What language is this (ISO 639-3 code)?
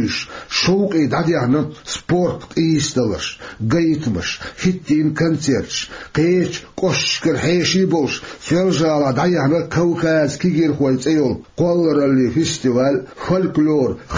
che